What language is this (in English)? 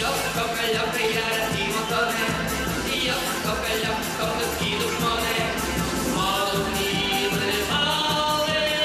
Udmurt